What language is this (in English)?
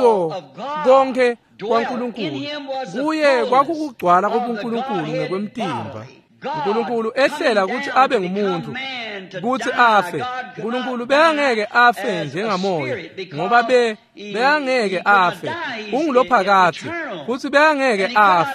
Swati